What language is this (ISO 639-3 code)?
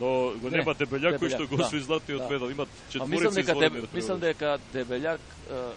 mkd